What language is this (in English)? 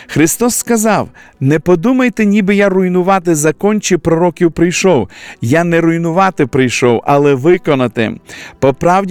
Ukrainian